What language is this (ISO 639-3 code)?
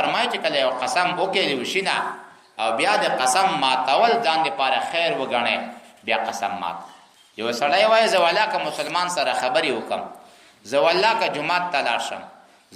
pus